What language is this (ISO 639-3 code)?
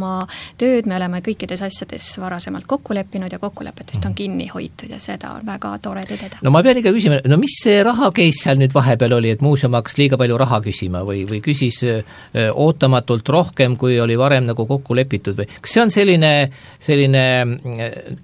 est